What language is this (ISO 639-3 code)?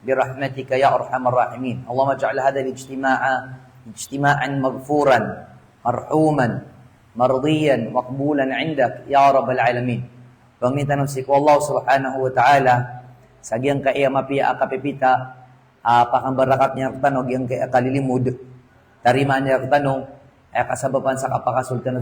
mrw